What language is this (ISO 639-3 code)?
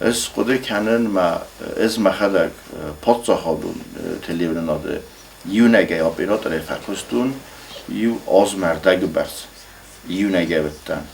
oss